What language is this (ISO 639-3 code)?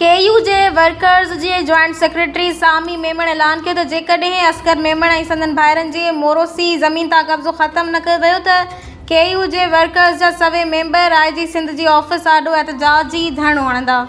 snd